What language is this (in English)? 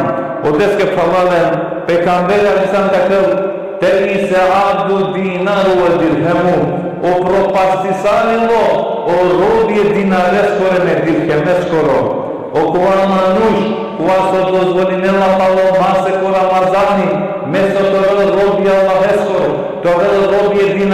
Balkan Romani